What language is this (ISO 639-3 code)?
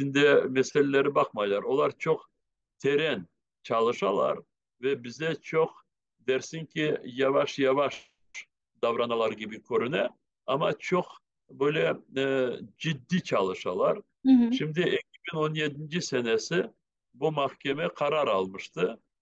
crh